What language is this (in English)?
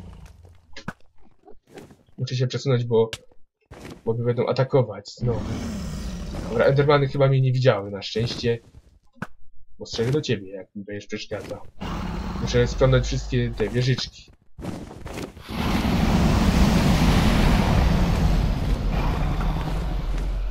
Polish